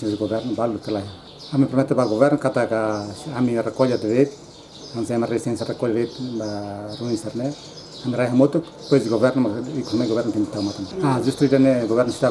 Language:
Tetum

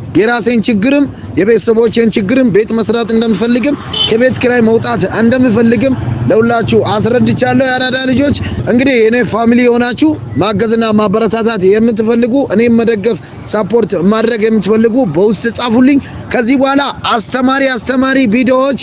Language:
Amharic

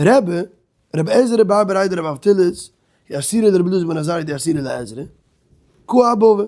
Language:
Yiddish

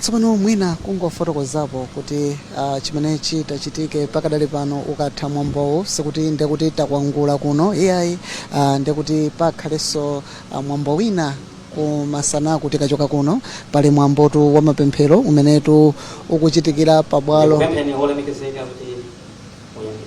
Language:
Nyanja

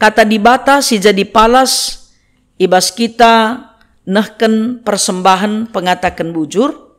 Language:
Batak Karo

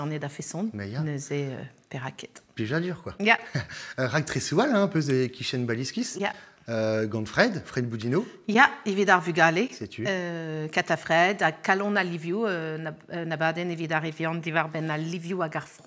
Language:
Breton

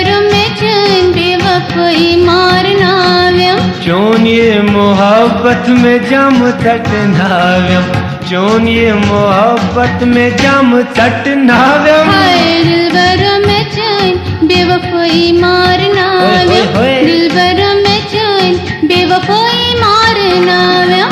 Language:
Kashmiri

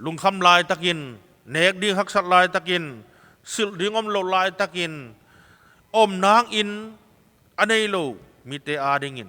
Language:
Tedim Chin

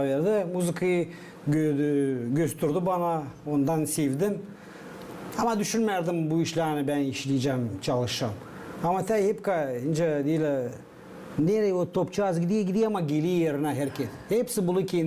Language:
Gagauz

